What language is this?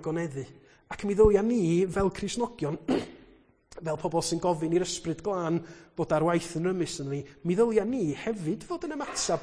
Welsh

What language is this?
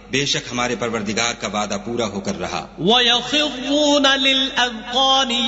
Urdu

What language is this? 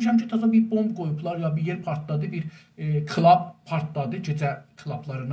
South Azerbaijani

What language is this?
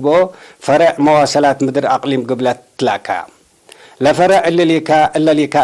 Tigre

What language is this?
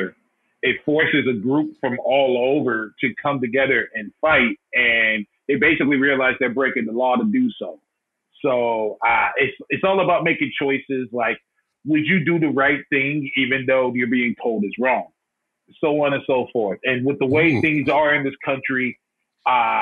English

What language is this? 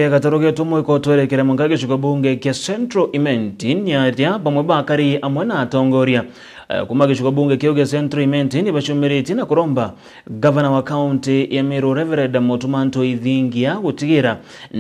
Meru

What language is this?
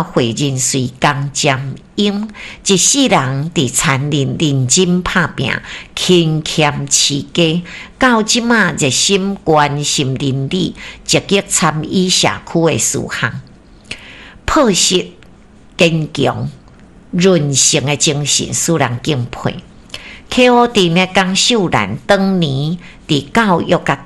Min Nan Chinese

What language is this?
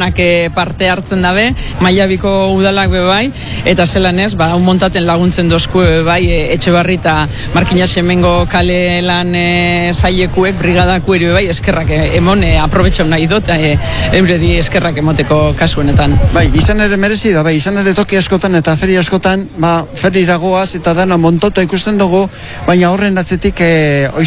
Basque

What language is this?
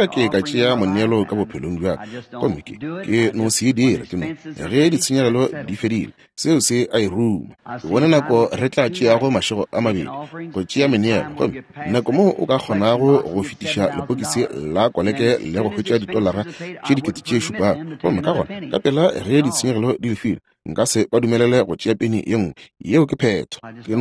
Northern Sotho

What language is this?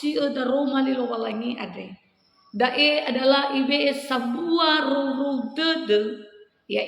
Nias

